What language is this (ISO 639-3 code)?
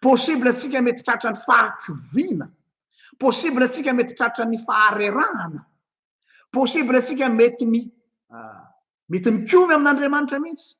mlg